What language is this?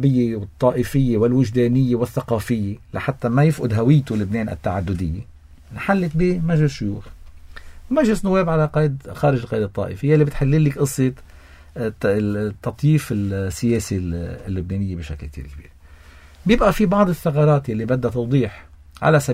North Levantine Arabic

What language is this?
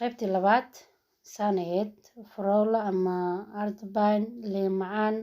Somali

